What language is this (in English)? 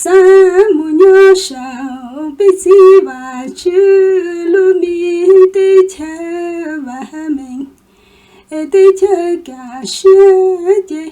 Hmong